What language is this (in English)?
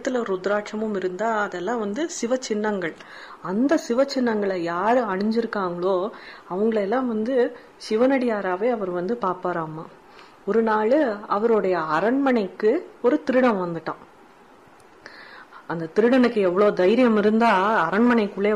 Tamil